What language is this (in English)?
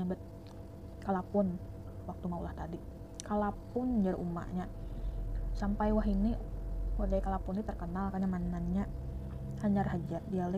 Banjar